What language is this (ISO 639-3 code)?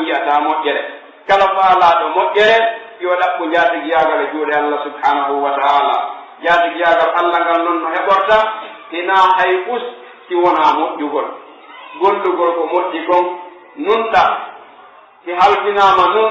fuf